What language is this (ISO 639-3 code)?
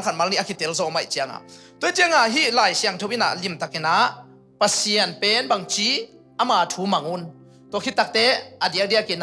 ctd